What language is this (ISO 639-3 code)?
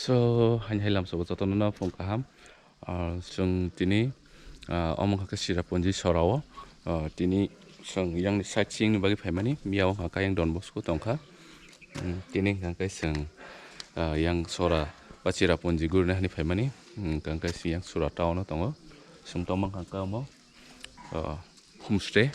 trp